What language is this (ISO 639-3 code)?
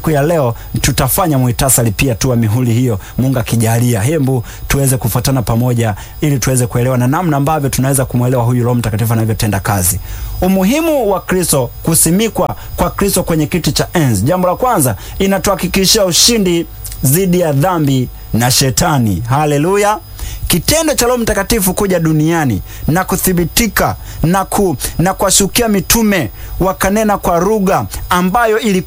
swa